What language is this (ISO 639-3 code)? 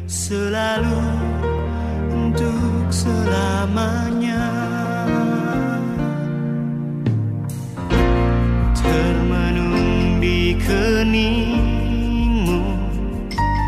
ind